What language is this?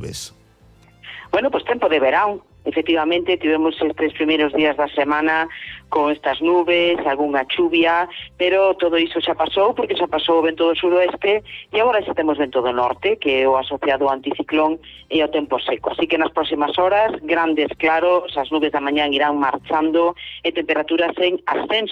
Galician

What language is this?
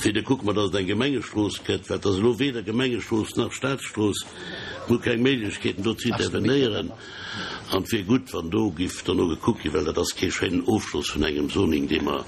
Luxembourgish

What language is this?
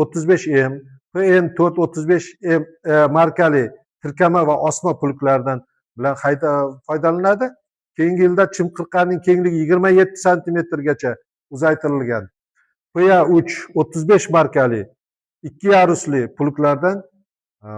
Uzbek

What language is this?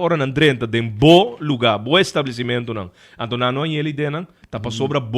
Papiamento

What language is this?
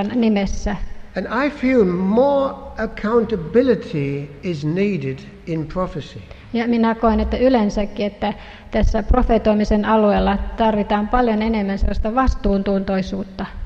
Finnish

